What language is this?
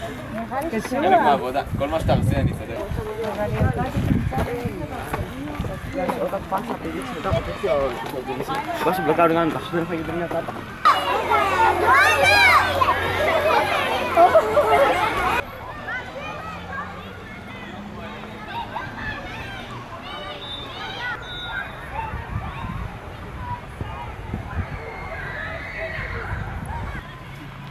Hebrew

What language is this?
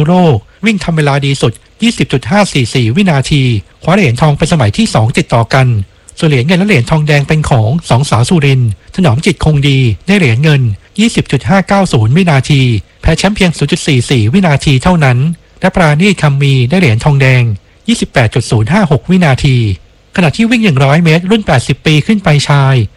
Thai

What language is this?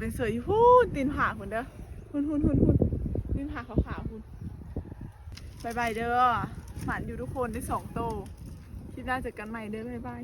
Lao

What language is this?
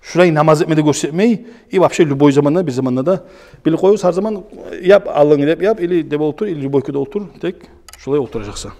Kumyk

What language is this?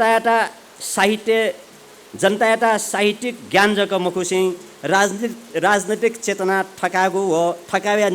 Newari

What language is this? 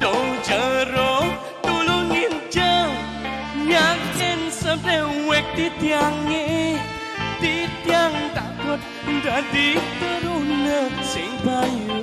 Balinese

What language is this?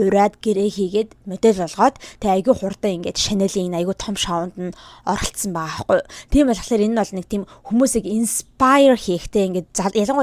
Mongolian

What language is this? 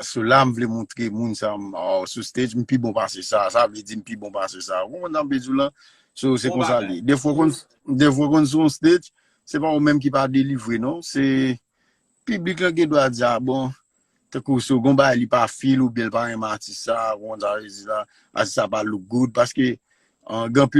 Haitian Creole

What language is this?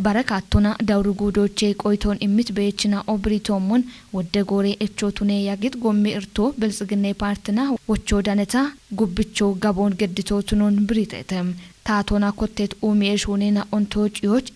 Kafa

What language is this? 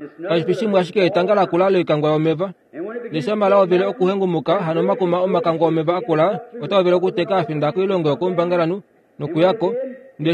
Kuanyama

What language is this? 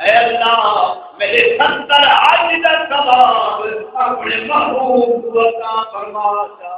Saraiki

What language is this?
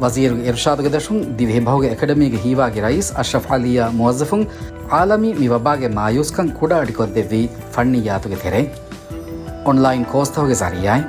Divehi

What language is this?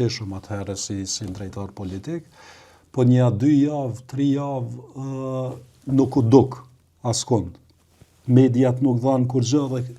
Albanian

